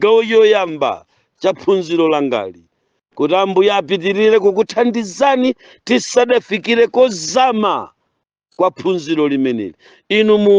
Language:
Nyanja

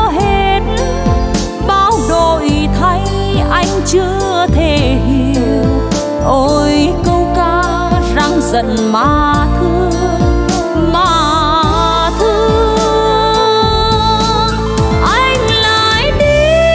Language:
Vietnamese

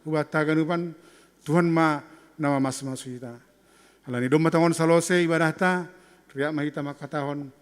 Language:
Batak Simalungun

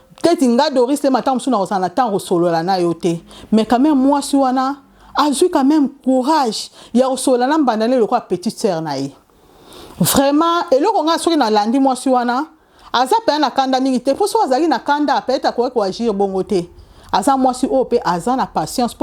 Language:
Lingala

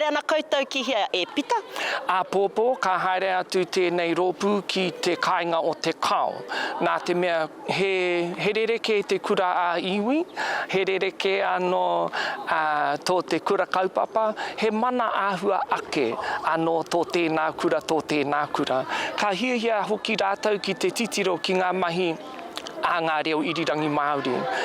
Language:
Māori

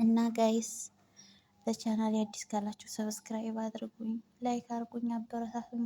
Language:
Amharic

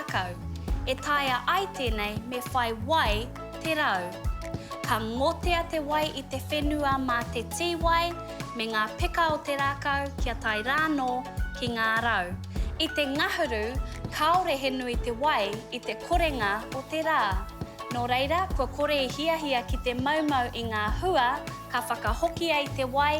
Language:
Māori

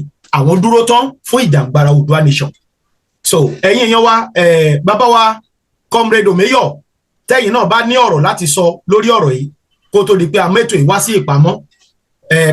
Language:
Yoruba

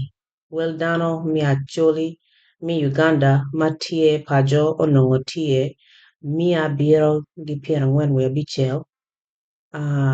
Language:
Acoli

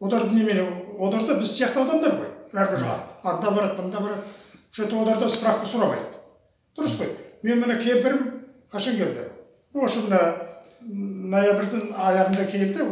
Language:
Kazakh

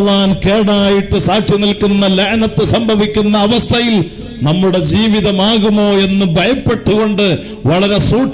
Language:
Malayalam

